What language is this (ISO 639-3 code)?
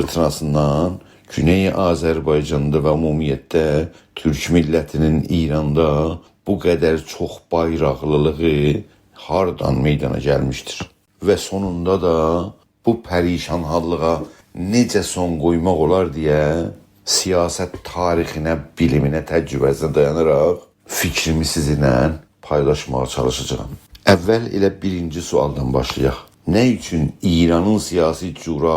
azb